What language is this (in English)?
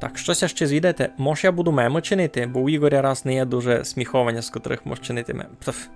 Rusyn